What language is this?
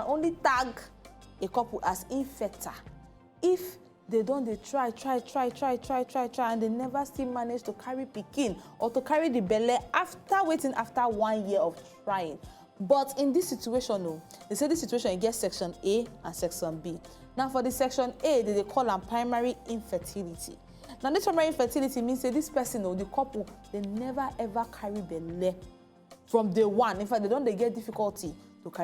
Nigerian Pidgin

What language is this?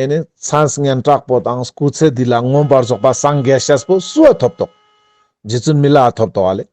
Ladakhi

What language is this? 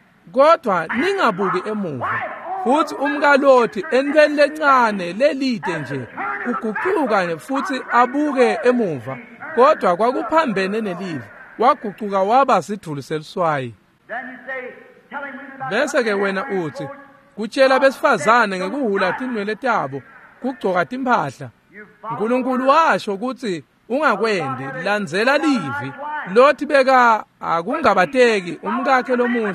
Swati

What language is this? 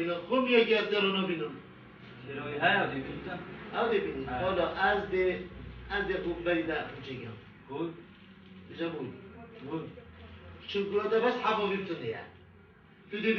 Kurdish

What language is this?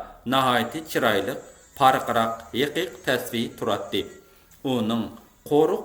Uyghur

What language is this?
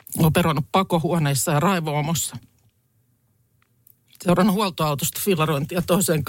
Finnish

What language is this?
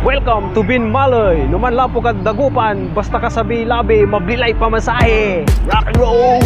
Pangasinan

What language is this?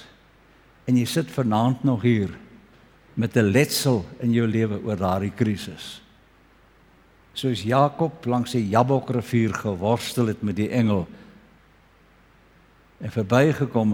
Afrikaans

